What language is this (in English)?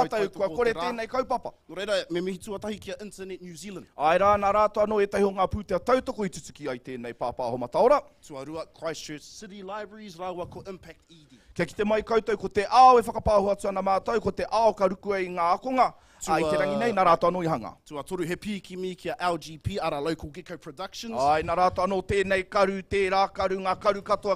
Māori